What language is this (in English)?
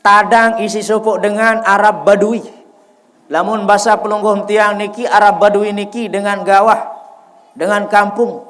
Sasak